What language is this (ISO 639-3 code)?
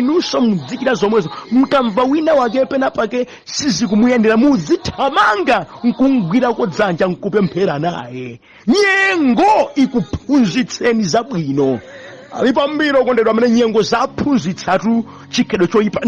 nya